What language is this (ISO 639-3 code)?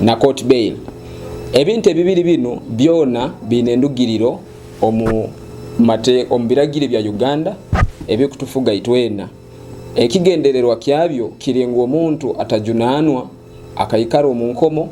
nyo